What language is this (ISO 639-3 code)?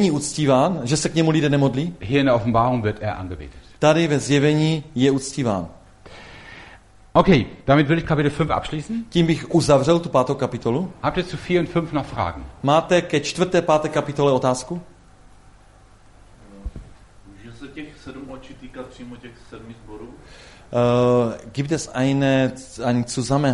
ces